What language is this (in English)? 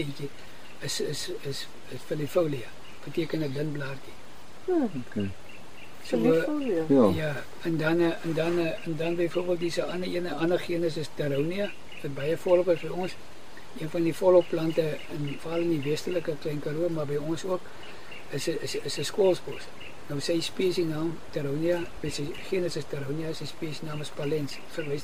Afrikaans